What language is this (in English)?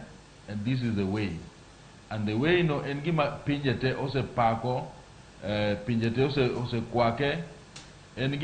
Luo (Kenya and Tanzania)